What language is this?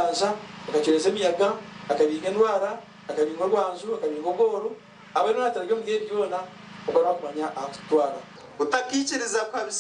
Nyankole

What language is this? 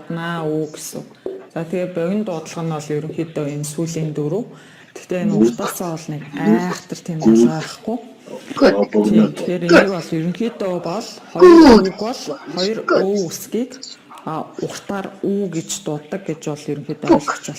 Mongolian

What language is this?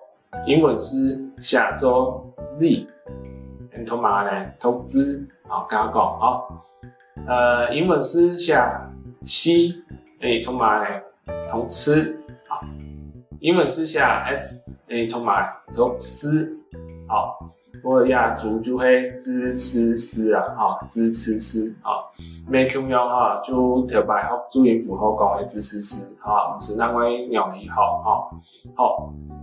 Hakka Chinese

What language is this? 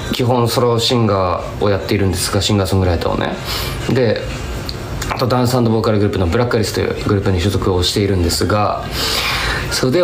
Japanese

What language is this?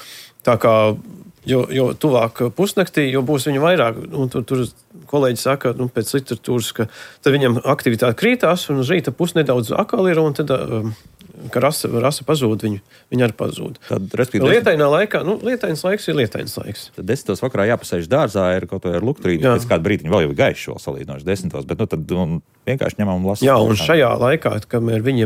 Latvian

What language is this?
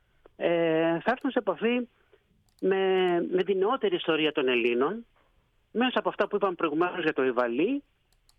Greek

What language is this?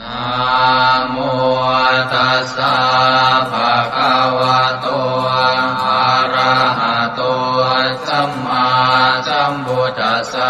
Pali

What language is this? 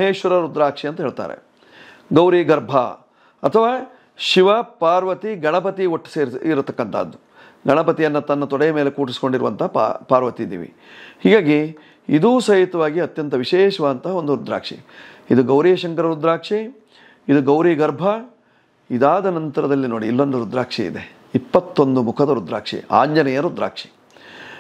Kannada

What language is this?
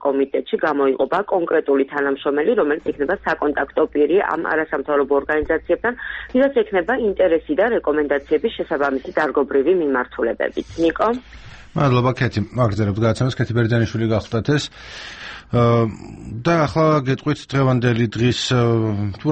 Georgian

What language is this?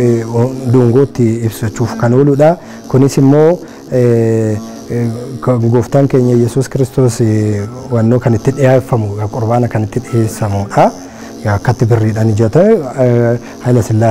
Oromo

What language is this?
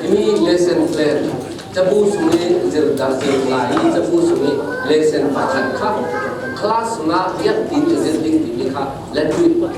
Falam Chin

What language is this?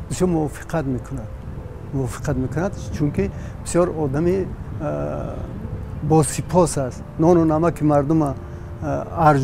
Tajik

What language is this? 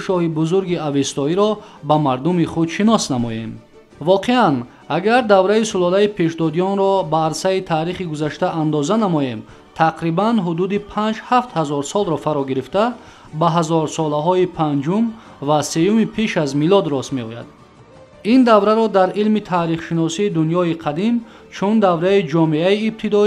Tajik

